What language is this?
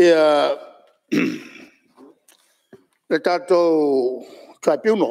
Samoan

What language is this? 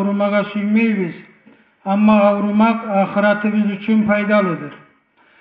Kumyk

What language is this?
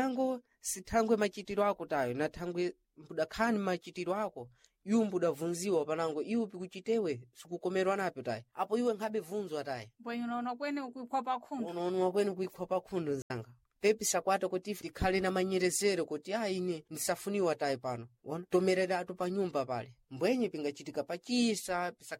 Sena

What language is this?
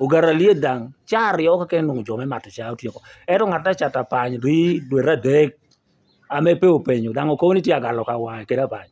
Lango (Uganda)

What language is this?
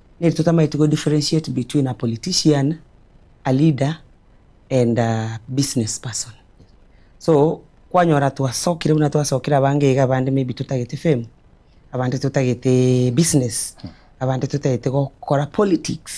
Gusii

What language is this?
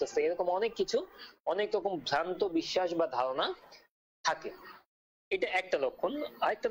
Bangla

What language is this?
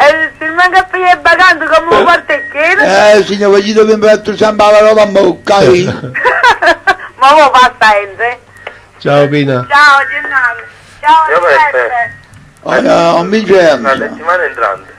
Neapolitan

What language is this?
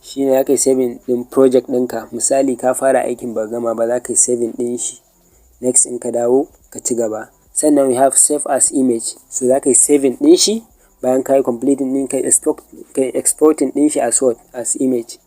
Hausa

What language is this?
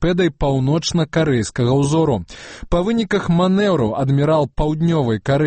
Belarusian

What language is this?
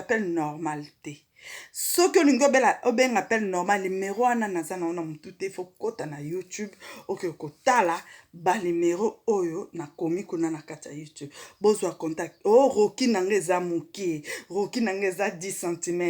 Lingala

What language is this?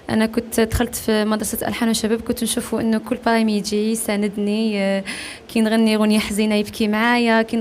Algerian Arabic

